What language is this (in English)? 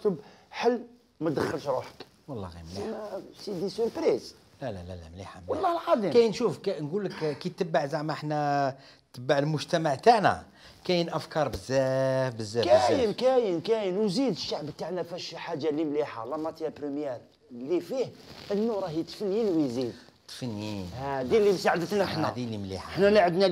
Algerian Arabic